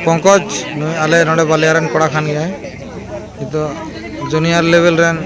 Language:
Santali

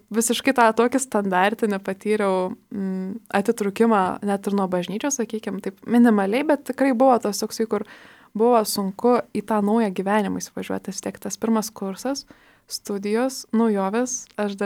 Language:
Lithuanian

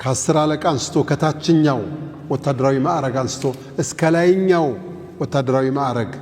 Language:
Amharic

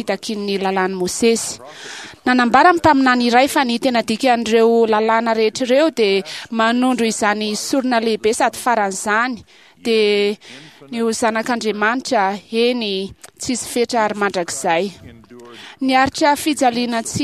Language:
Malagasy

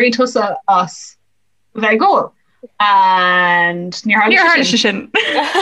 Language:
Irish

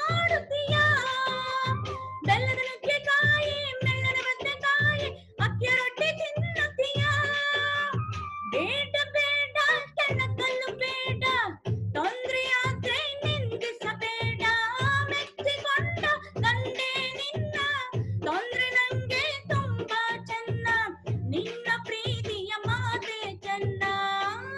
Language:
Kannada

